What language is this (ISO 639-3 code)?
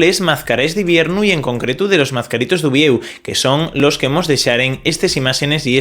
ast